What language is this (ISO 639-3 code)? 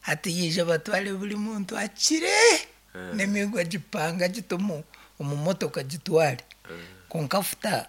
nyn